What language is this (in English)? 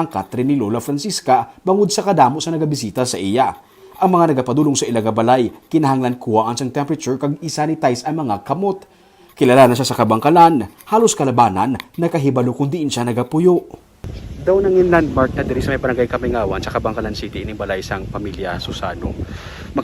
Hiligaynon